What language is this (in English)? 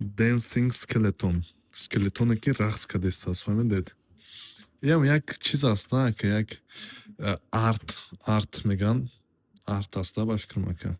Tajik